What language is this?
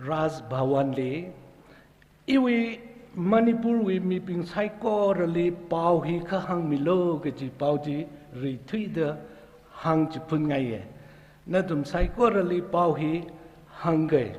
Tangkhul Naga (India)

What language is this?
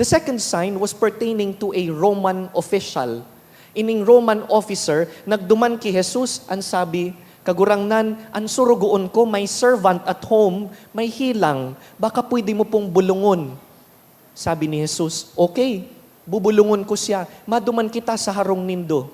Bikol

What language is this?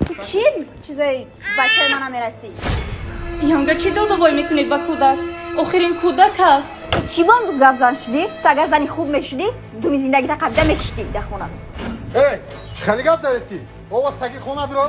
Tajik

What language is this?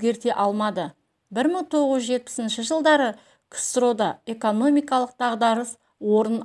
Kazakh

